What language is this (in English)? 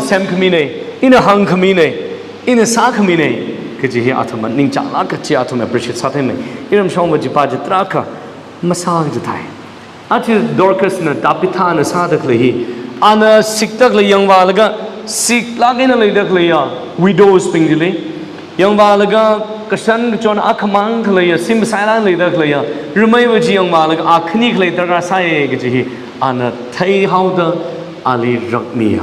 Tangkhul Naga (India)